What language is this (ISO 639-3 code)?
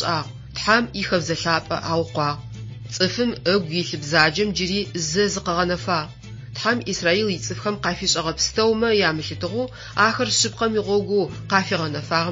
ady